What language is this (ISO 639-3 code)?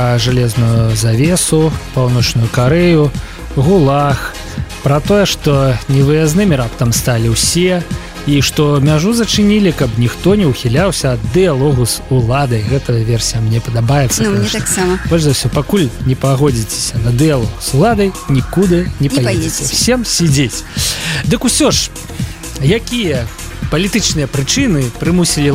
bel